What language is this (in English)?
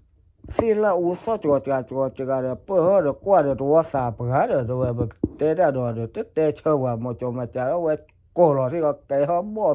S'gaw Karen